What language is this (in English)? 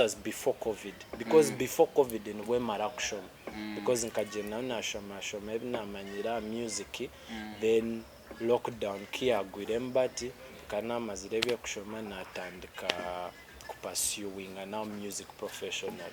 Nyankole